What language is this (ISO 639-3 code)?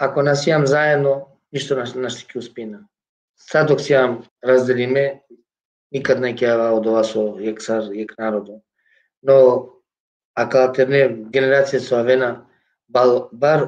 rmn